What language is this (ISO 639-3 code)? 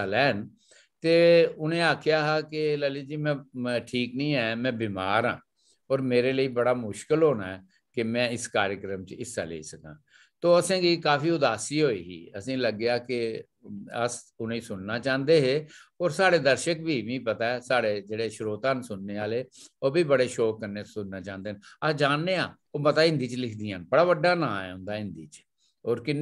doi